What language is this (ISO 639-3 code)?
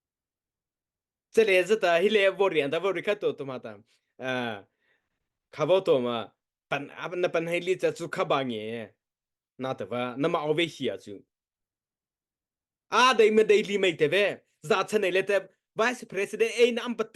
mrh